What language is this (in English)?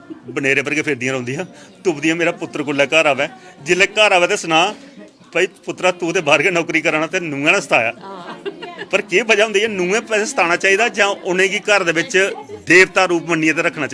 Dogri